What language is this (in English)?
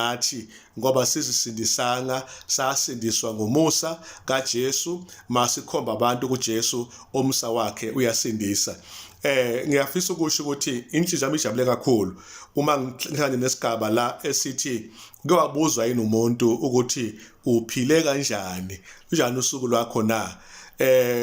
Zulu